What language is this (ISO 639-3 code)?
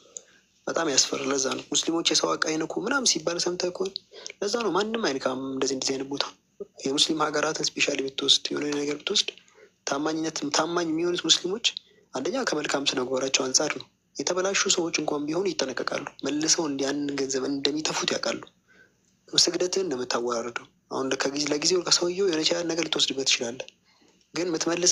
amh